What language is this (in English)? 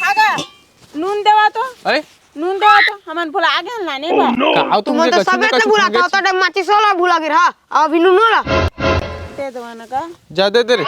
Chhattisgarhi